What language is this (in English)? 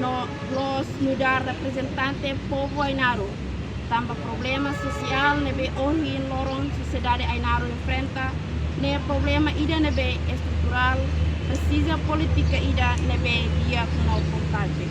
Tetum